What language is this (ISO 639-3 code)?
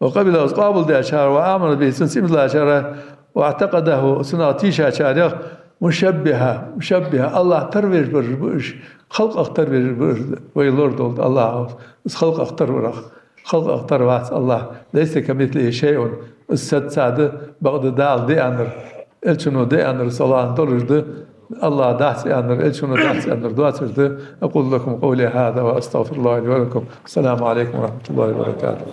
inh